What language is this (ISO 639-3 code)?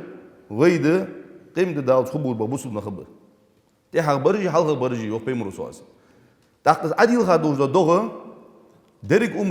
inh